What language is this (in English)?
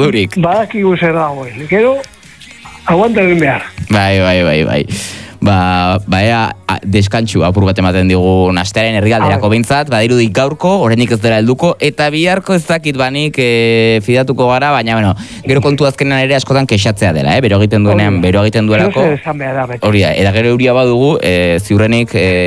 Basque